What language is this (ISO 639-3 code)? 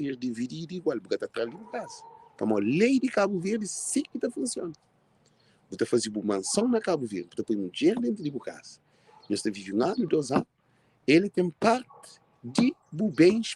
kea